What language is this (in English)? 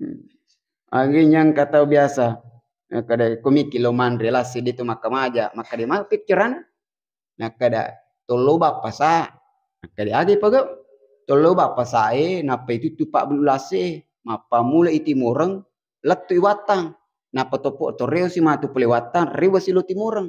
Buginese